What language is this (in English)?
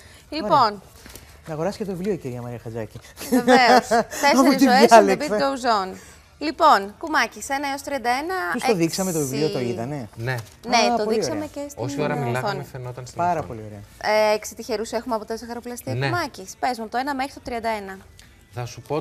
Greek